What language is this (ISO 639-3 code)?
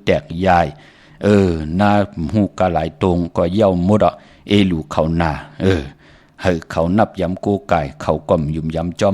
shn